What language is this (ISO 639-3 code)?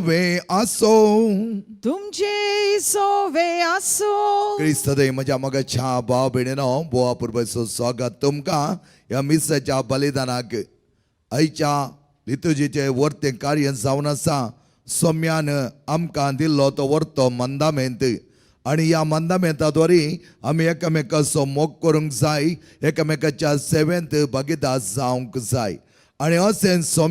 kok